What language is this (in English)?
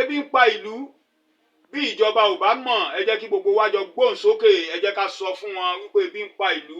Yoruba